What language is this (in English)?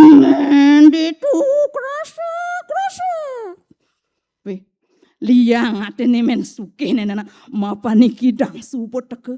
Balinese